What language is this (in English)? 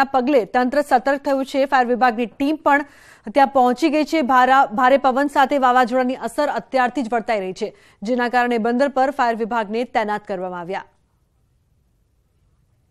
Gujarati